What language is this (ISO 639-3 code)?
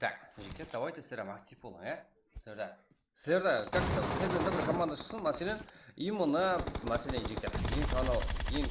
kaa